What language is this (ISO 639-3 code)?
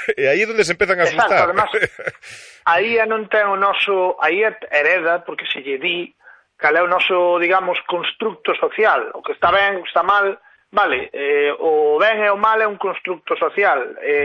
glg